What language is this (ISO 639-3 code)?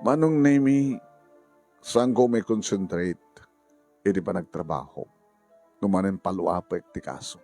ilo